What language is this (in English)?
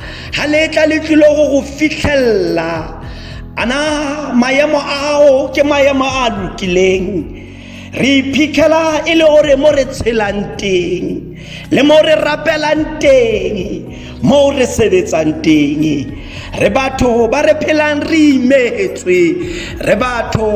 Tswana